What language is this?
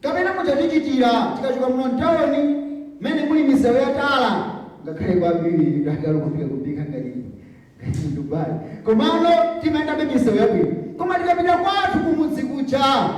Nyanja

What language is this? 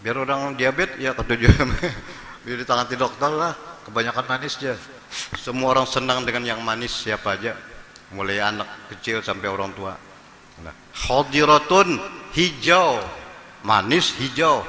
Banjar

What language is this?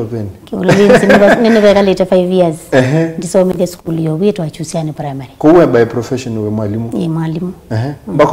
Kamba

